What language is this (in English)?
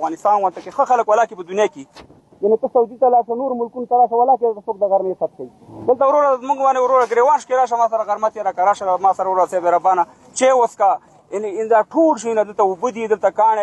Pashto